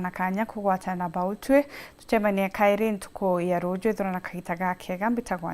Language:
Meru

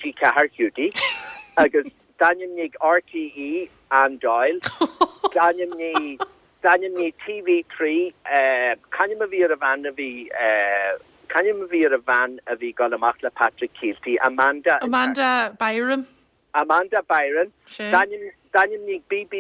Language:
Irish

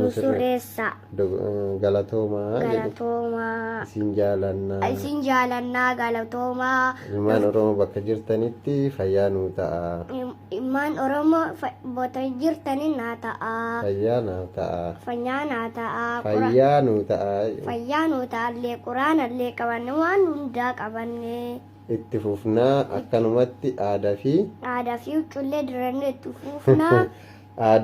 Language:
Oromo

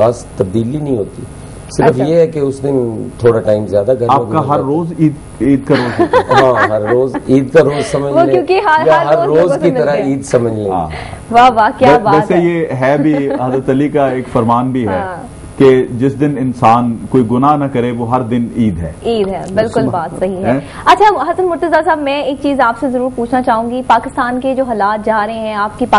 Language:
Urdu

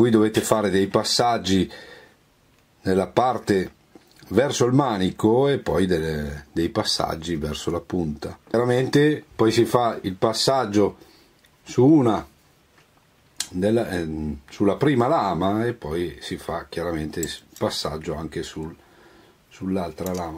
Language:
Italian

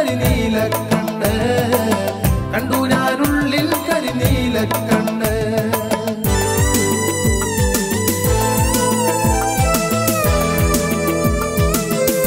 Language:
Malayalam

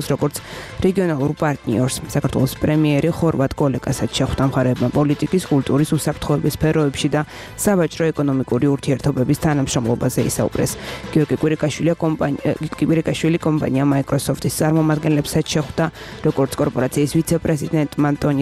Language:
Georgian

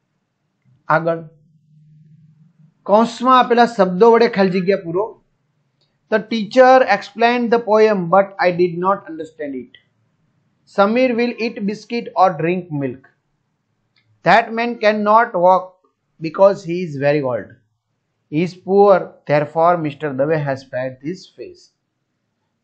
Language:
Gujarati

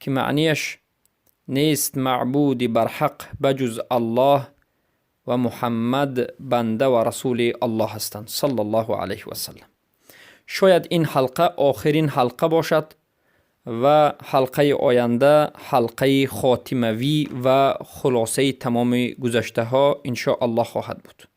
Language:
Persian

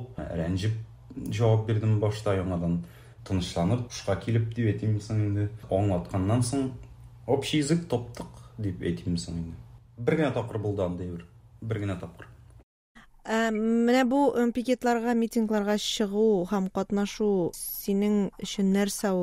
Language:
Tatar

